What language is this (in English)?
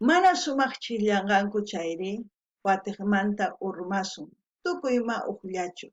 South Bolivian Quechua